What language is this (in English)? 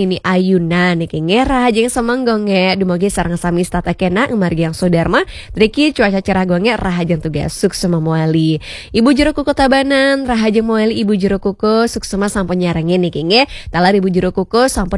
Balinese